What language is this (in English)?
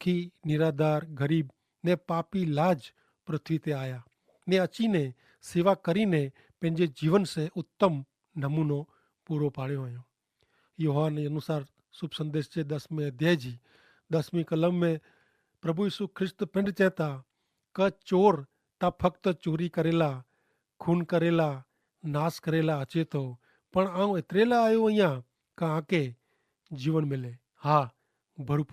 Kachhi